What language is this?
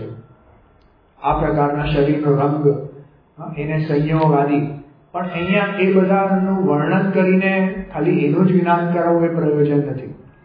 Gujarati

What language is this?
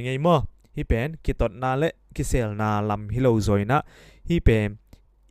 Tedim Chin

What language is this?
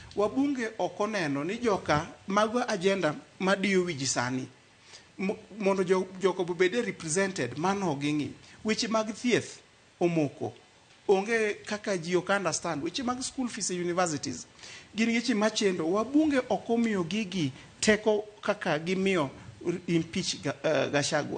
Luo (Kenya and Tanzania)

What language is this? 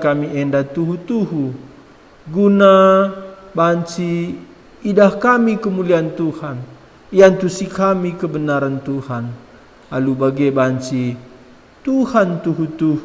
Batak Karo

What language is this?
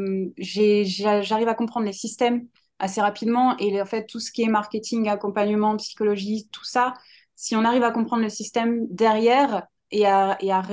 French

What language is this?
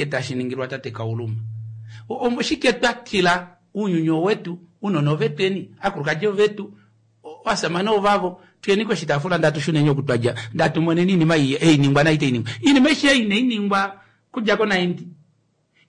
Kuanyama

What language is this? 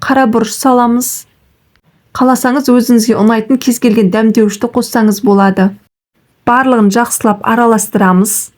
Kazakh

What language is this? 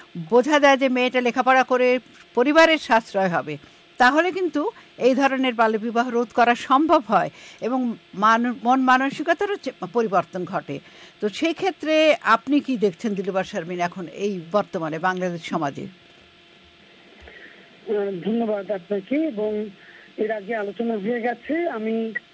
Bangla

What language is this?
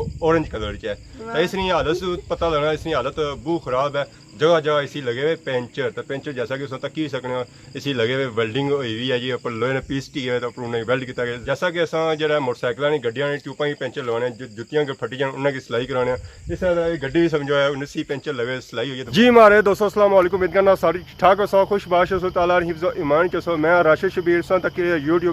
Pahari-Potwari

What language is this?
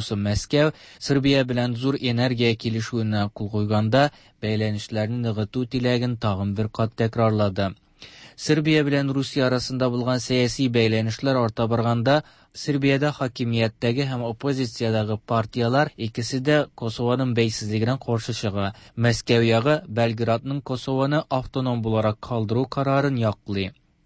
Tatar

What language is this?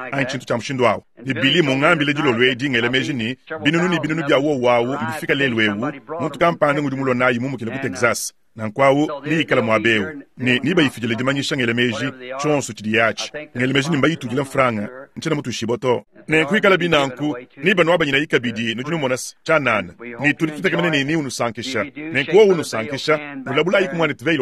Luba-Lulua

